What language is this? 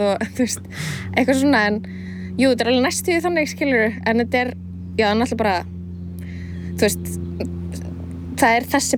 Icelandic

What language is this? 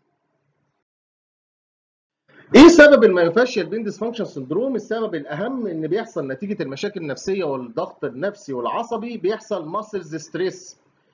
Egyptian Arabic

